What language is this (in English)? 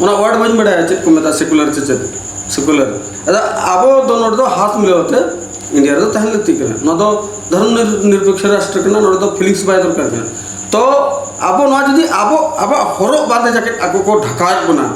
Santali